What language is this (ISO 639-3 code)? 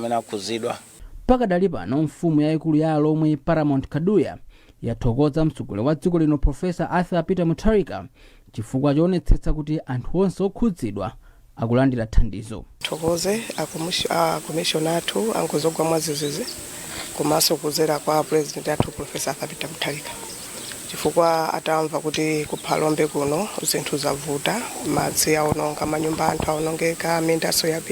nya